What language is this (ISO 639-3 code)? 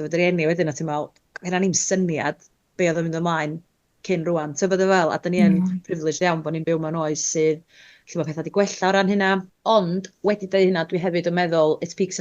cym